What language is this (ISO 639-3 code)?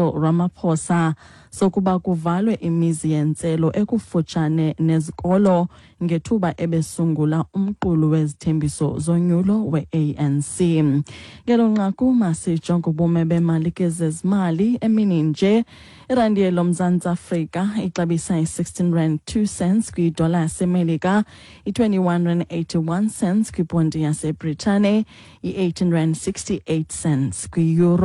xho